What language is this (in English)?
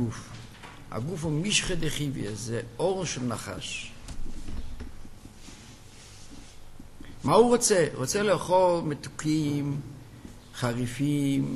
Hebrew